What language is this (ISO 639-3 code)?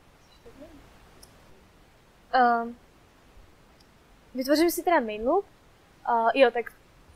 ces